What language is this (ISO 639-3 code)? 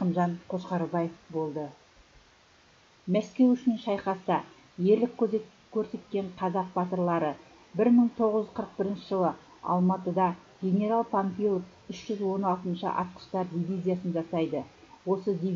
kaz